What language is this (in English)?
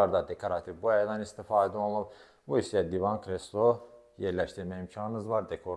Azerbaijani